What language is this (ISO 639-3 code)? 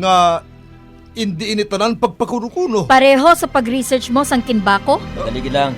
hil